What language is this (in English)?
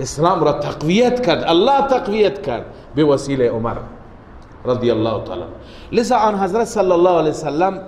Persian